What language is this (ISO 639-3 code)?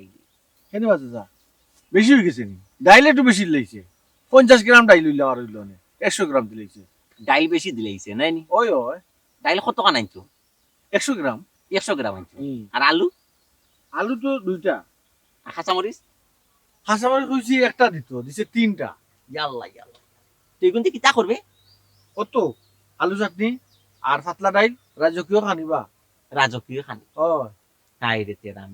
syl